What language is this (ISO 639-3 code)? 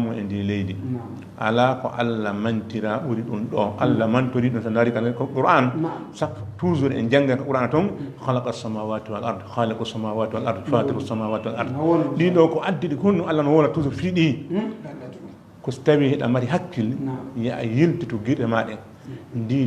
ful